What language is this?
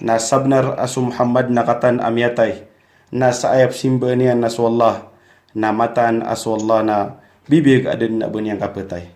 Maranao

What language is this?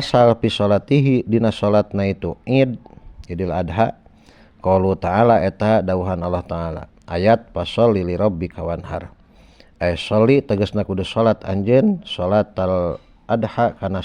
Sundanese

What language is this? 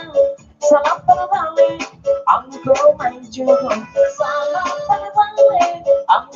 Minangkabau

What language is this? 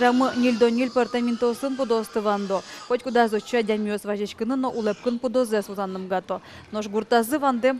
Udmurt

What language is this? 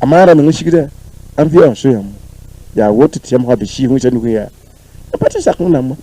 Mossi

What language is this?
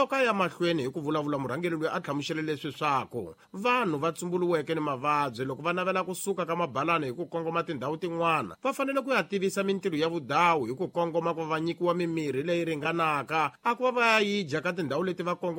Tsonga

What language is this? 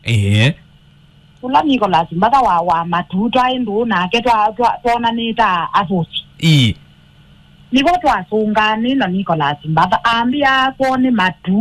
Kamba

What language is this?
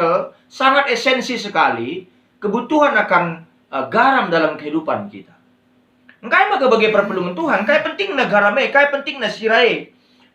Batak Karo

